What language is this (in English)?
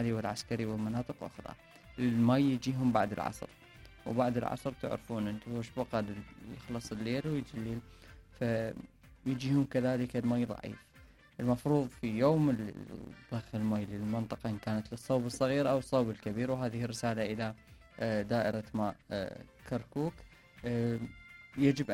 Mesopotamian Arabic